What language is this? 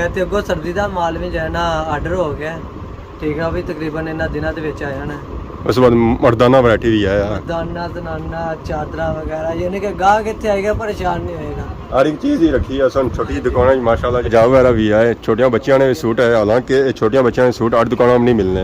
Pahari-Potwari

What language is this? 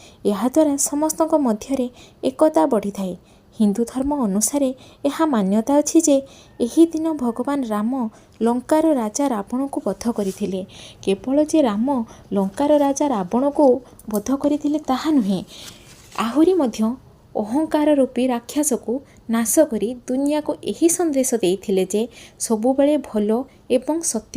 Odia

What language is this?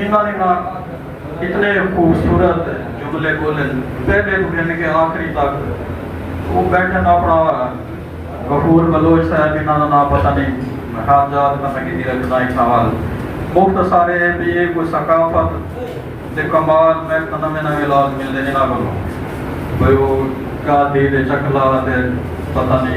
Saraiki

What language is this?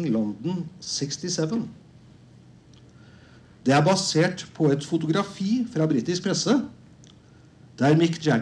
Norwegian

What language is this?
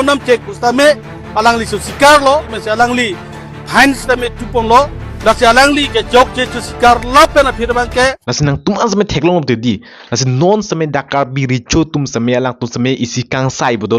Karbi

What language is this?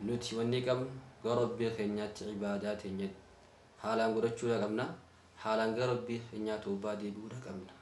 Oromo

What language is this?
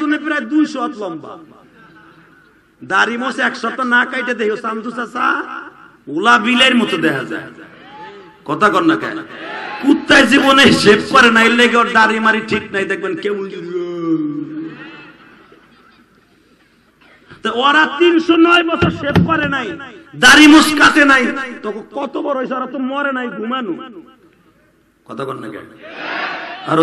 Bangla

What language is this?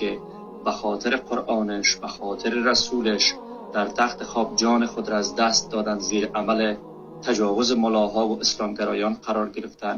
Persian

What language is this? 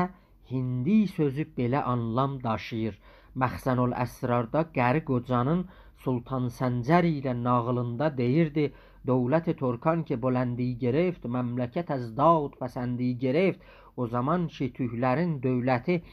South Azerbaijani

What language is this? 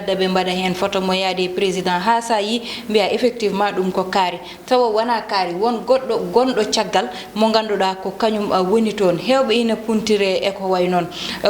Fula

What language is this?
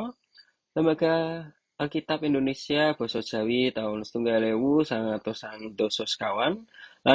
Javanese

